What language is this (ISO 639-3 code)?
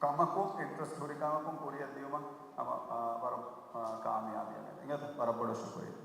div